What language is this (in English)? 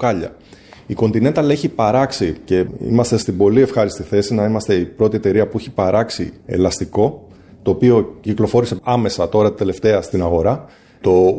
Greek